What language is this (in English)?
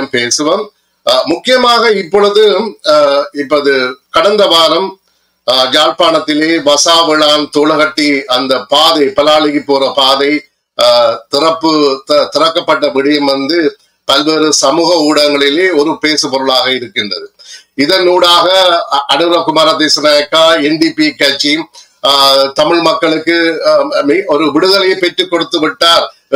Tamil